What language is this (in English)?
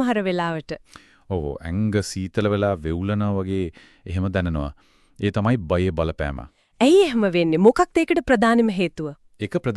Sinhala